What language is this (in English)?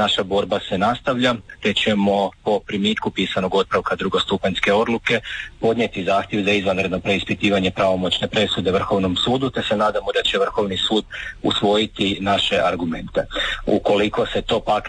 Croatian